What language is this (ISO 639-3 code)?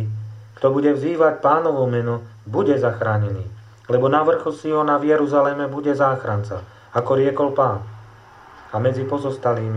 slk